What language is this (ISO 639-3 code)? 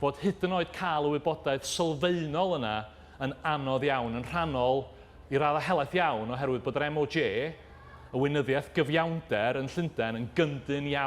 cym